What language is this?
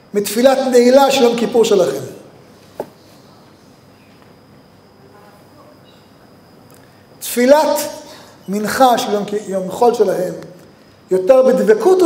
Hebrew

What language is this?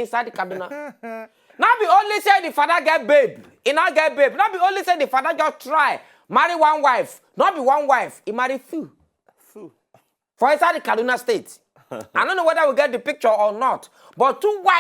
Nigerian Pidgin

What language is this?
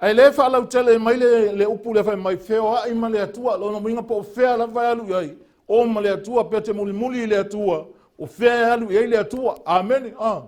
Samoan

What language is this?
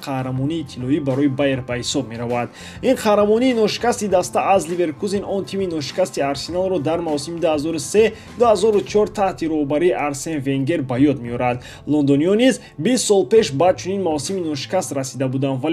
Tajik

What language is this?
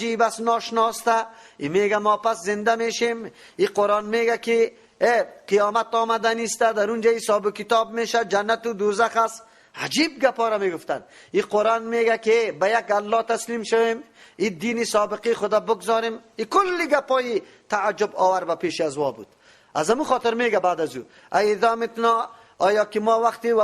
Persian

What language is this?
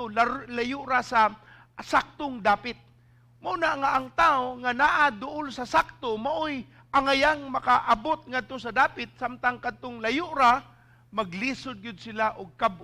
Cebuano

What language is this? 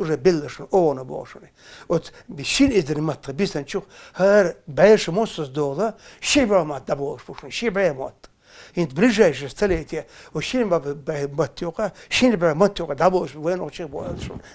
Chechen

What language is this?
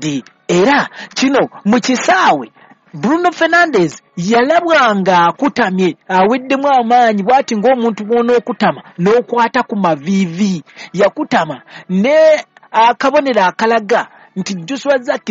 Ganda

